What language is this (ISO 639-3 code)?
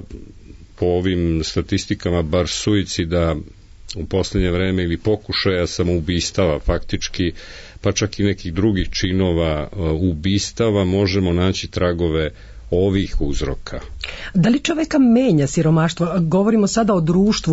srp